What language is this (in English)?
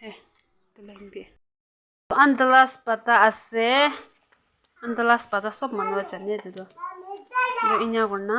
Yimchungru Naga